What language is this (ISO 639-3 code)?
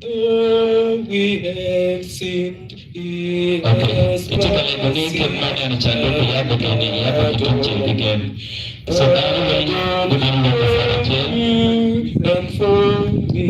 ach